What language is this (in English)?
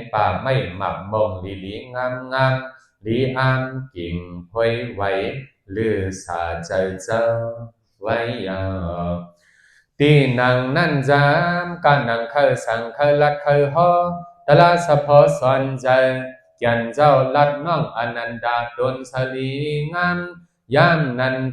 Shan